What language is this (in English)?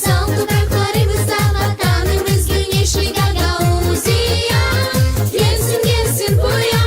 Gagauz